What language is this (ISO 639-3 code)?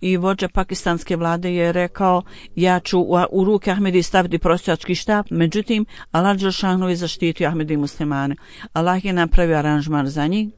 bos